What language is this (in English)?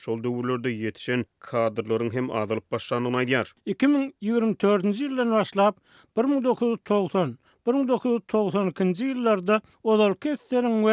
Turkmen